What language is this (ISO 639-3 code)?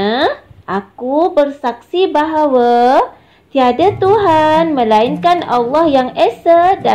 msa